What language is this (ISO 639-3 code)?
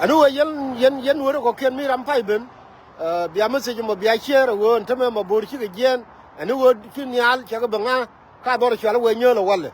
nus